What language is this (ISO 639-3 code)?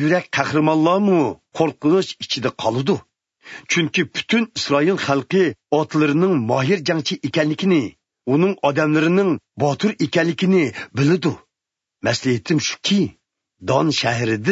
uig